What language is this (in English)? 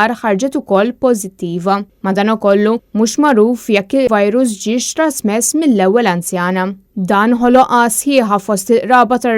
Maltese